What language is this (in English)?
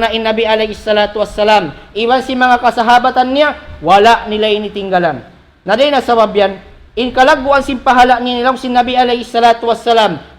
Tausug